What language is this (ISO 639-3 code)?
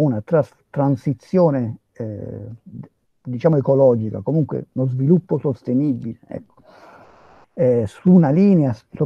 ita